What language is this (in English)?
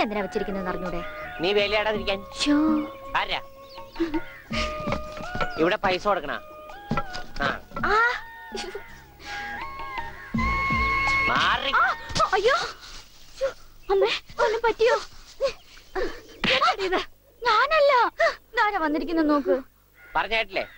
Malayalam